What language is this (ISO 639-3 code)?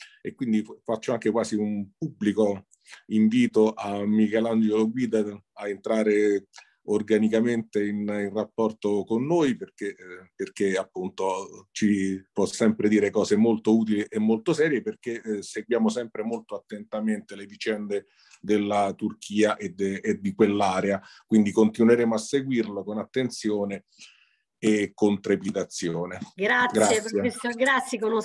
ita